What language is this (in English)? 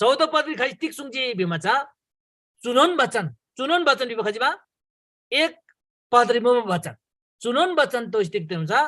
Eastern Tamang